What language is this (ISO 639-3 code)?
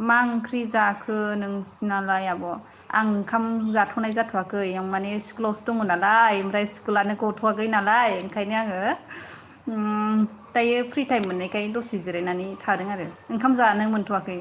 brx